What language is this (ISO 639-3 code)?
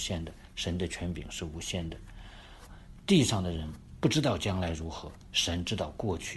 zho